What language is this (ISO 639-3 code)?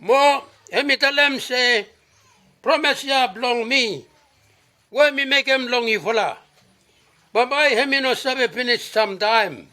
bis